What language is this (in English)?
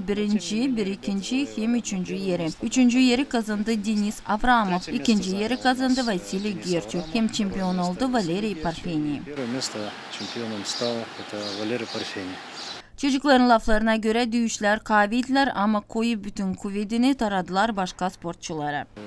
Gagauz